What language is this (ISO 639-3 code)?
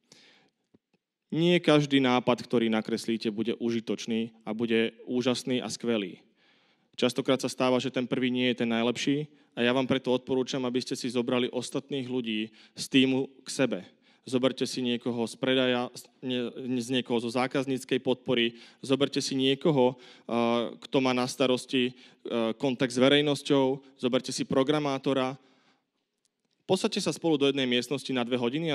slk